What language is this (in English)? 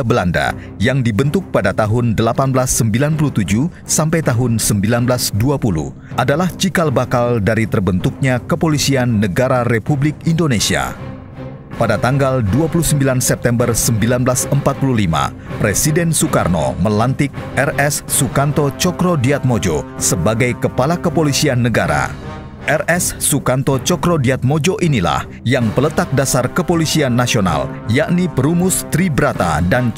Indonesian